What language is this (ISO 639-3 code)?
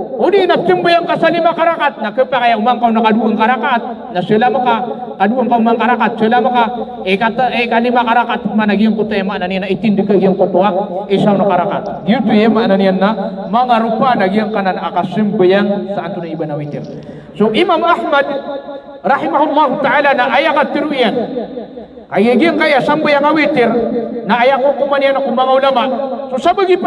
mrw